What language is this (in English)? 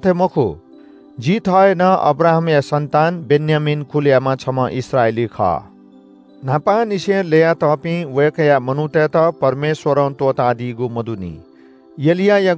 Newari